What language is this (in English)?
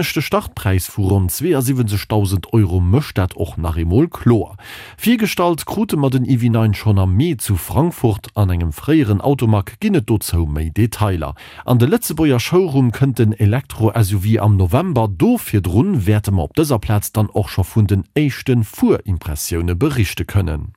Luxembourgish